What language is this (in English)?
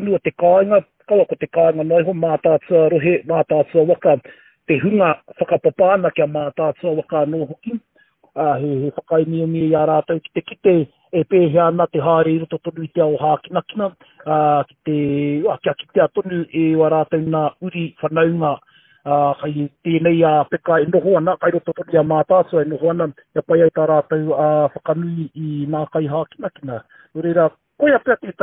Māori